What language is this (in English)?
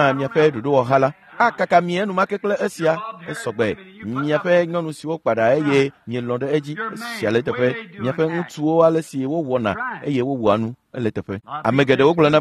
Ewe